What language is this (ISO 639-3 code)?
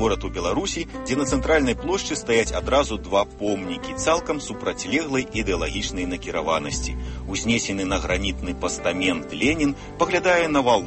bel